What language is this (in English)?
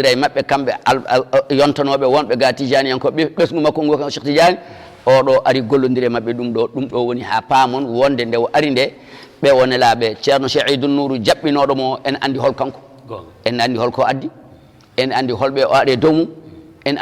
Fula